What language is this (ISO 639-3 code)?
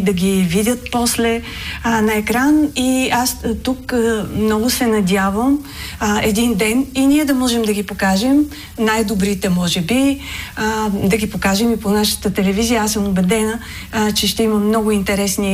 bul